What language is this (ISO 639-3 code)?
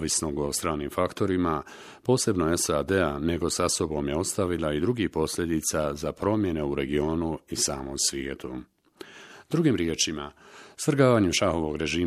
bos